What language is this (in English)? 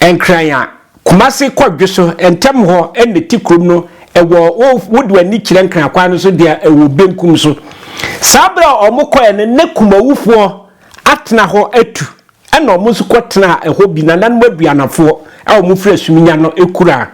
Akan